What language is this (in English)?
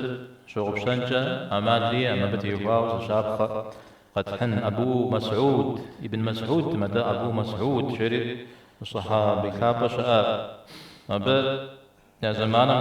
Kabardian